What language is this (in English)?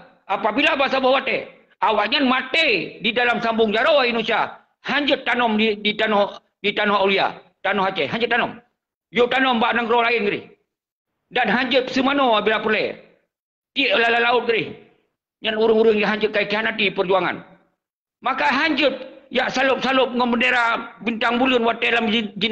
Achinese